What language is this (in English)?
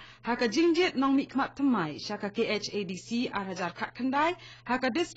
Khasi